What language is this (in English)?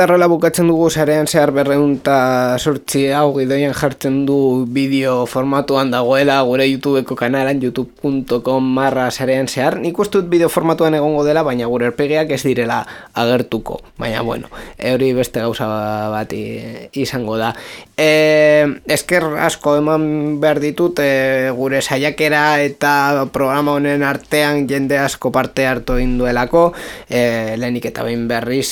Basque